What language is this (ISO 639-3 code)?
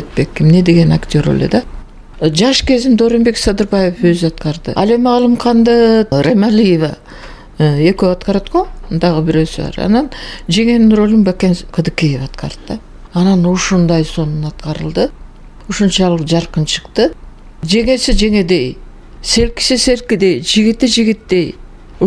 kir